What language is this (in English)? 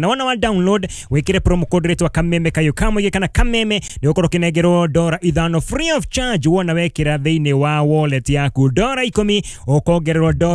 Kikuyu